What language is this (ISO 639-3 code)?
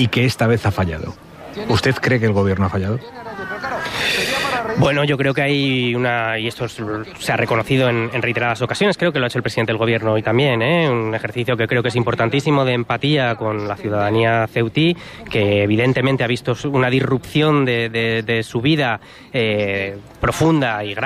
spa